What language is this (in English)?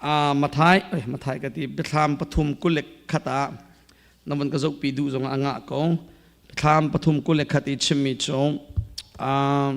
Hakha Chin